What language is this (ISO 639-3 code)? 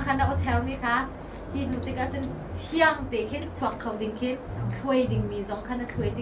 cnh